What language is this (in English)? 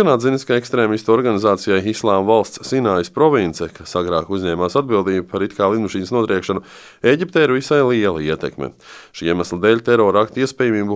Latvian